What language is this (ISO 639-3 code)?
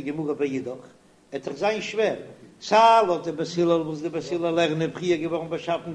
yid